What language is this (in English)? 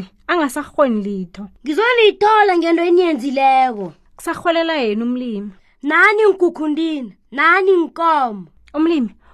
South Ndebele